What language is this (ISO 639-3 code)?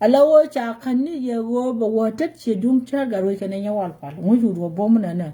nus